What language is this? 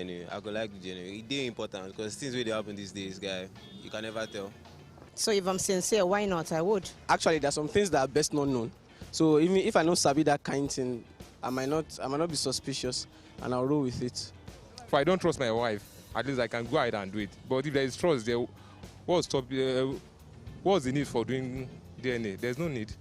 Nigerian Pidgin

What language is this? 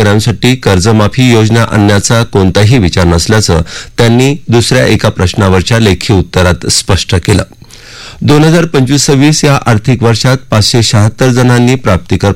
Marathi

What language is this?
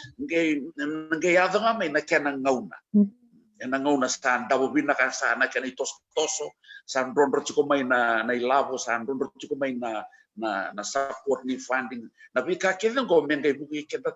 Fijian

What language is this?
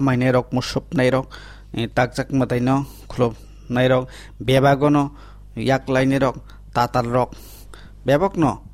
Kok Borok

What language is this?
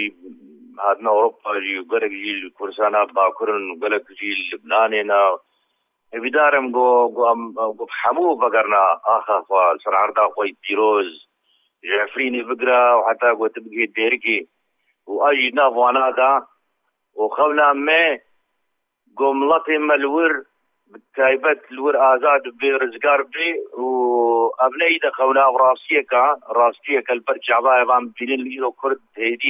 Kurdish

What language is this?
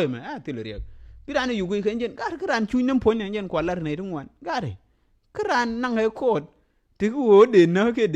Nuer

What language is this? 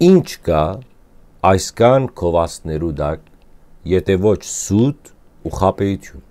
Western Armenian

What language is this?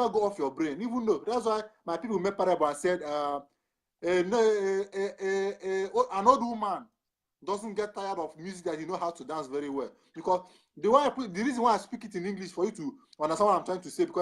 Nigerian Pidgin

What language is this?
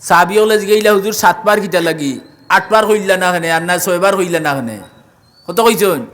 Sylheti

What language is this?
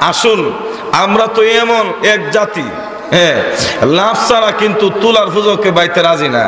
Bangla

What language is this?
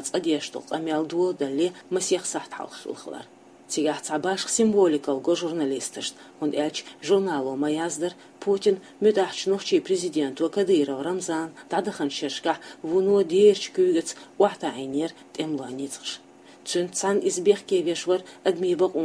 Chechen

